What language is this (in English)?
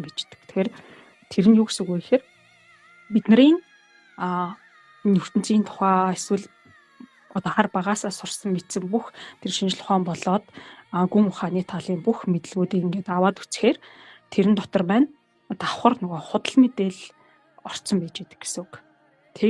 Mongolian